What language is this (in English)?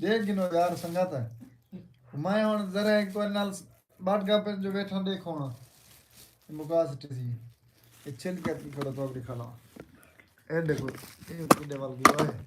Saraiki